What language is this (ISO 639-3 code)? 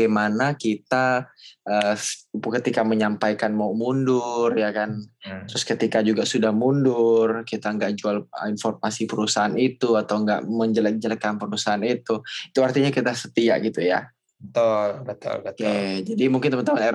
ind